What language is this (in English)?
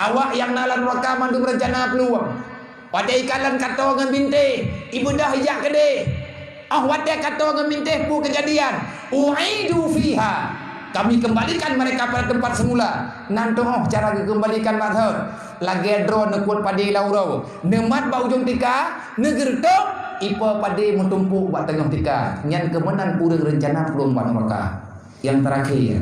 Achinese